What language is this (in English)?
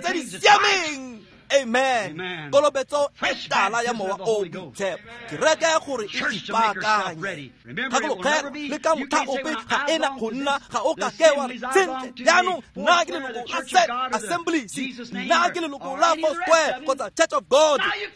Tswana